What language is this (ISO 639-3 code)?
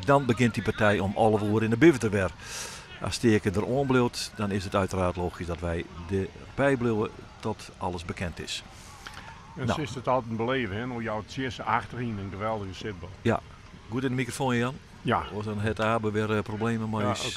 fry